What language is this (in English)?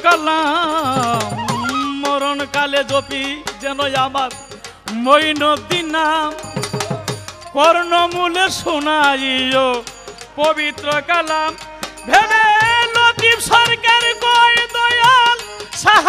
Bangla